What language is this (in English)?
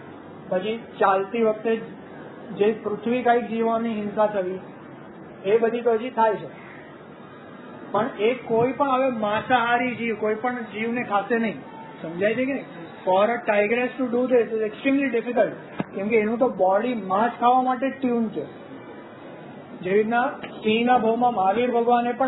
Gujarati